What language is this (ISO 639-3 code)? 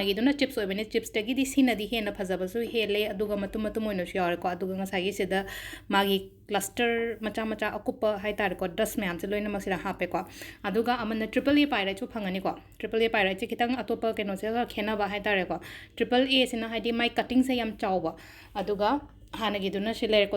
mni